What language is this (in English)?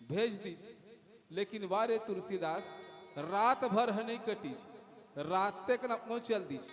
Chhattisgarhi